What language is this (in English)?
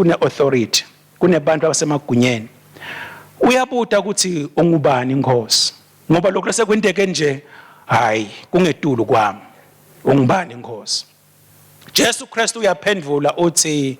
Swati